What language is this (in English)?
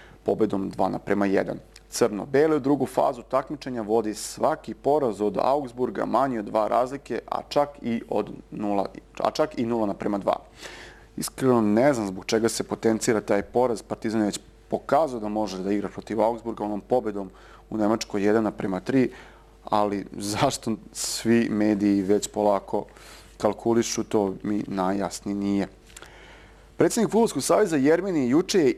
Serbian